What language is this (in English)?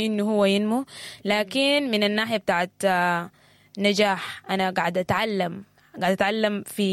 Sudanese Arabic